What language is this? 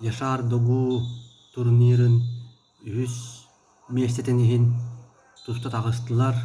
Yakut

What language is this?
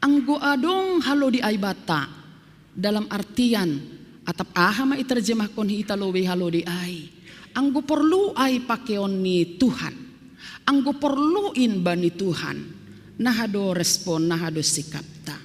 Batak Simalungun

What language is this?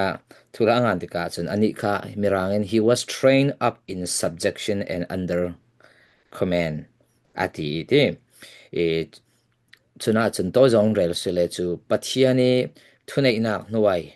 Falam Chin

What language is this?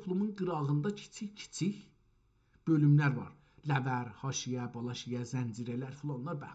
South Azerbaijani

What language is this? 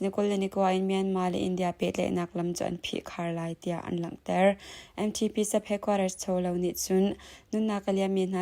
Hakha Chin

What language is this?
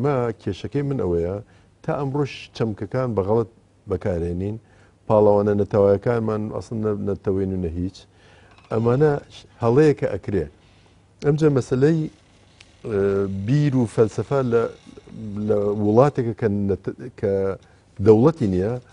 Central Kurdish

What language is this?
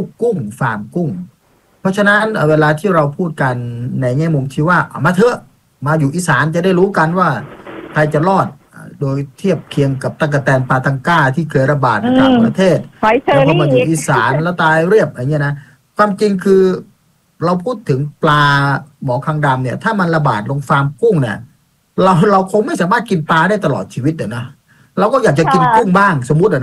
Thai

